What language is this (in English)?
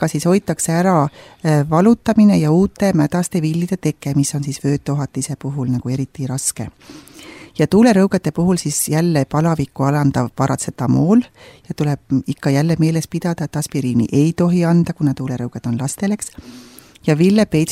Estonian